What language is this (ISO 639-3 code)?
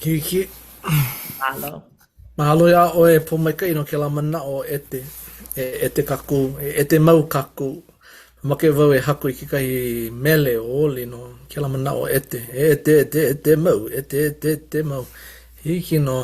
haw